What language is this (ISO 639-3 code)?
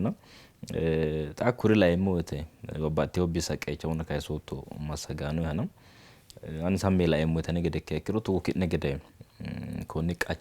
sid